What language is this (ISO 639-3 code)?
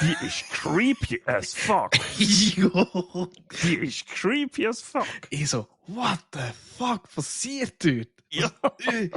gsw